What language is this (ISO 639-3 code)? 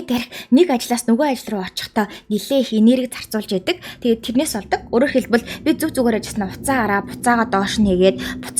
mon